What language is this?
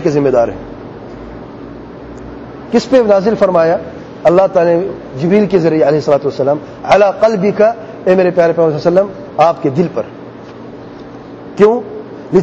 Urdu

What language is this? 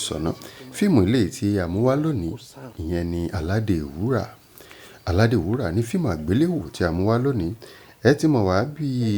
Yoruba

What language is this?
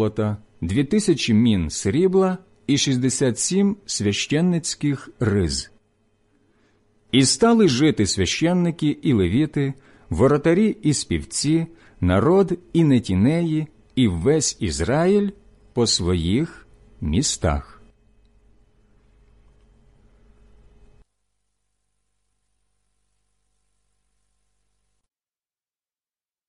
Ukrainian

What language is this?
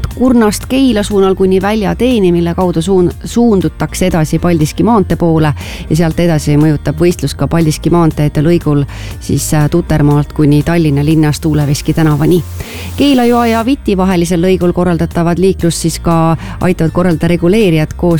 Estonian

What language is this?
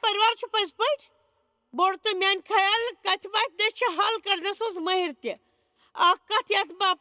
Kashmiri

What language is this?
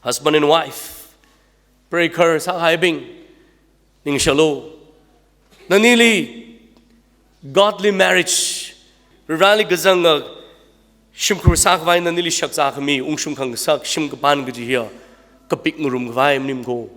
Tangkhul Naga (India)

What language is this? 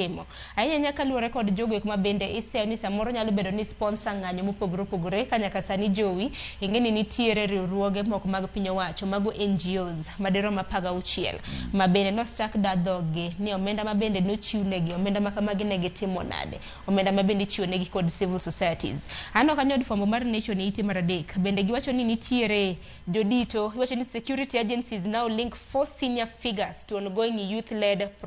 Luo (Kenya and Tanzania)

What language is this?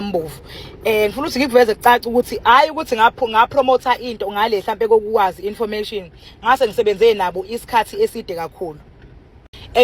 Zulu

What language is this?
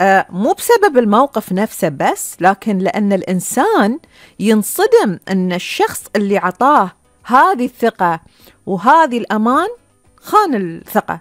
Gulf Arabic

